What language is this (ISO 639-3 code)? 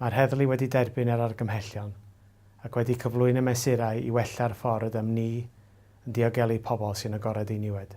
cym